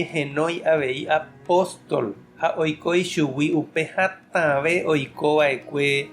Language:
Guarani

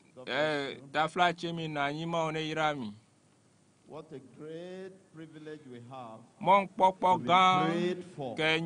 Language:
Ewe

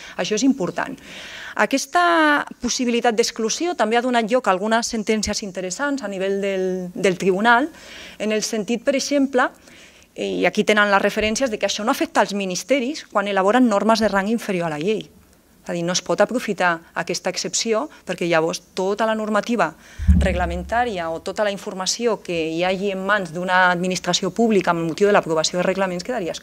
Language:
Catalan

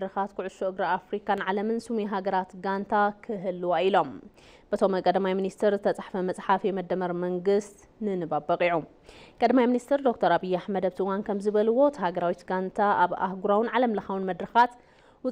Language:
Tigrinya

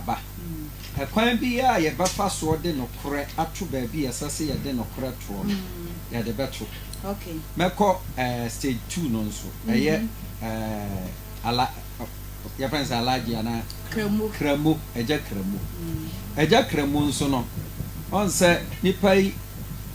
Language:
Akan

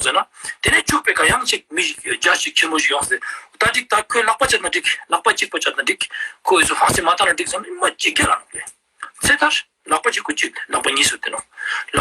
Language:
Ladakhi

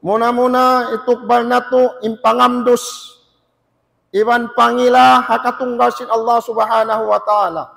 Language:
Tausug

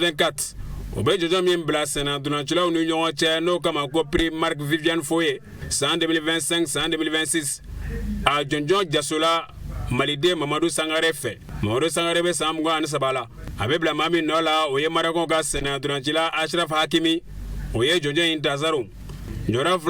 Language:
Bambara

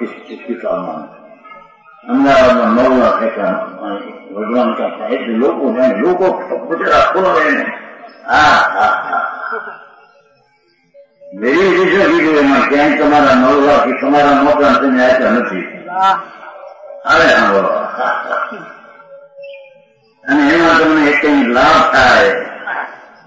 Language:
Gujarati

